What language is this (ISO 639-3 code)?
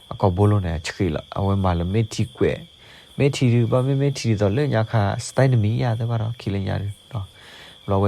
ksw